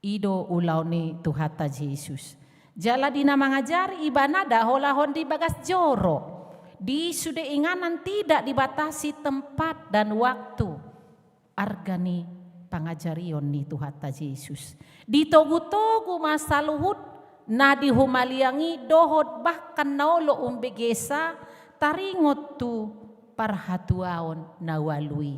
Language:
Batak Toba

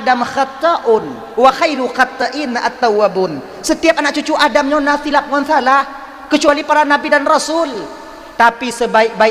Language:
Achinese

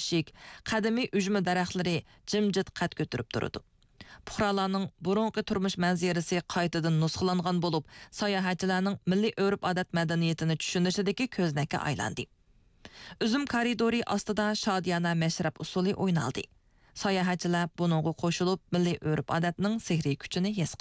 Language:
Uyghur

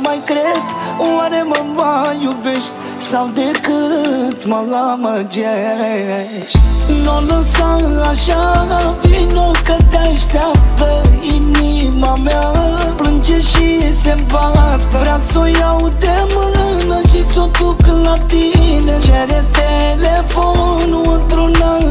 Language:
Romanian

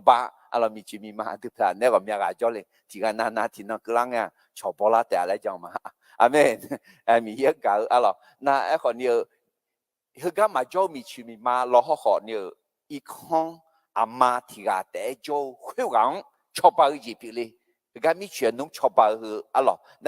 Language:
Akha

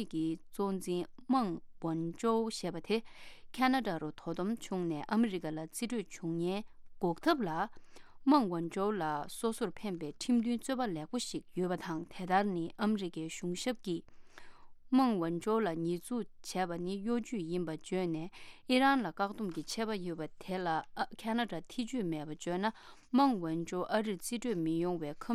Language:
Tibetan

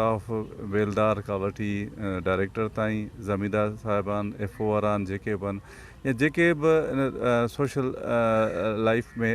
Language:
Sindhi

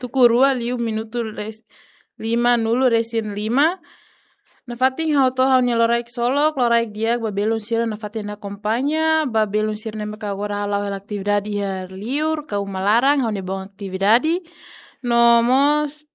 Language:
Tetum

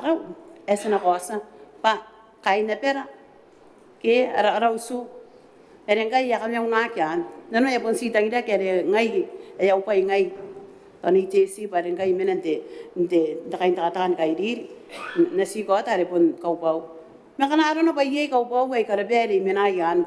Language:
Gilbertese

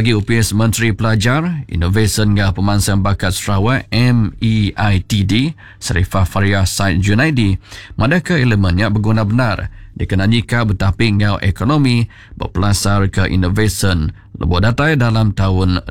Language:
Iban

